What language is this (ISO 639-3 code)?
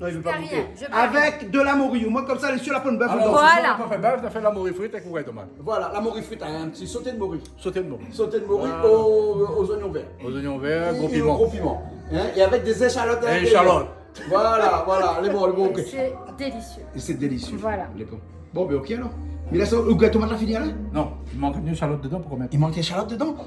rcf